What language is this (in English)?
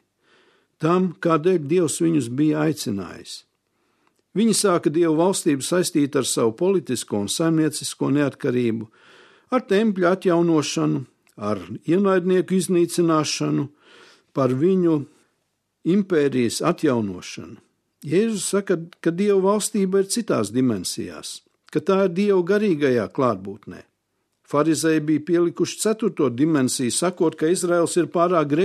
Latvian